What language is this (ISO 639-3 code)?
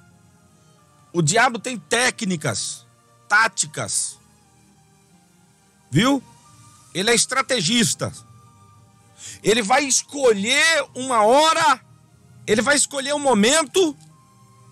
por